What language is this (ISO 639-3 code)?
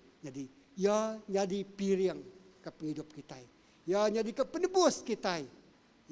iba